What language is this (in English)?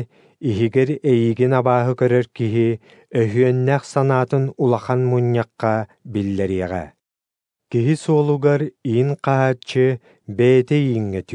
Yakut